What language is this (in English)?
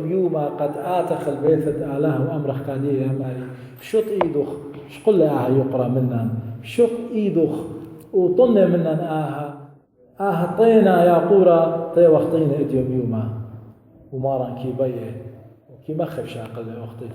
Assyrian Neo-Aramaic